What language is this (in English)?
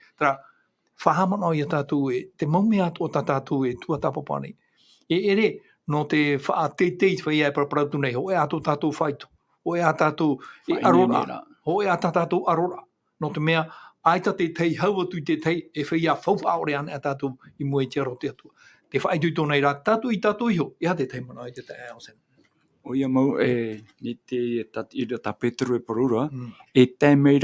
Tahitian